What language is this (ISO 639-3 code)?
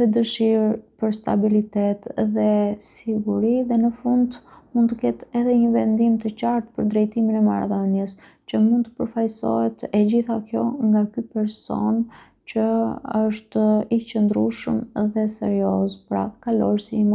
sqi